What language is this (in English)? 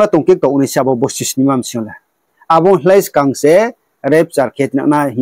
Riang (India)